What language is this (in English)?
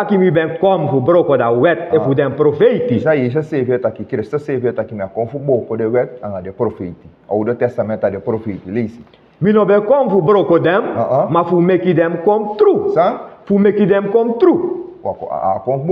Sranan Tongo